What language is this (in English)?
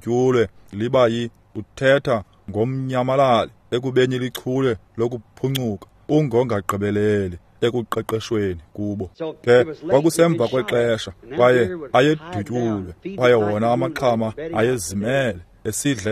Xhosa